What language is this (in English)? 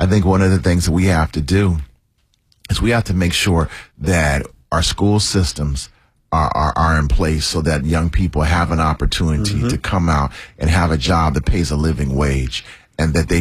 English